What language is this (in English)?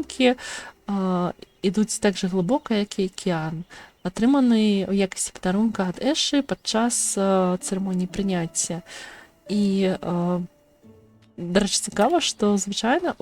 Belarusian